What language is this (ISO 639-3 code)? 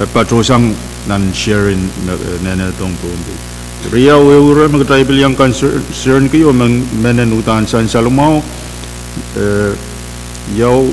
pon